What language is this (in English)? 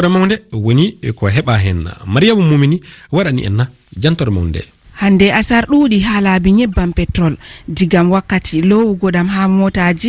Fula